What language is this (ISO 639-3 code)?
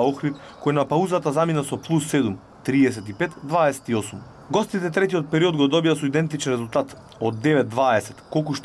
mkd